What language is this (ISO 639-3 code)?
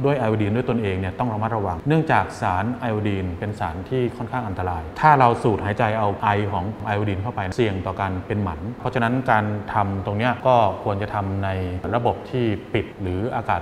tha